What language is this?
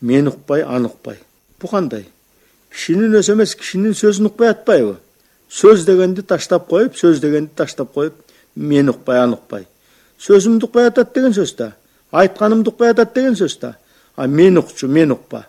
Kyrgyz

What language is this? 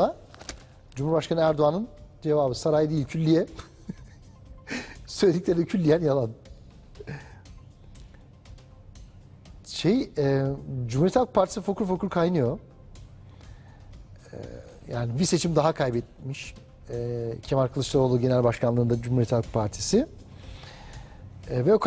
Turkish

